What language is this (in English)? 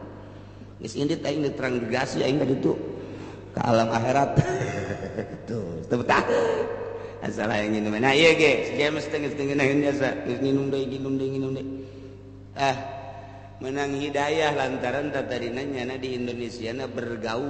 Sundanese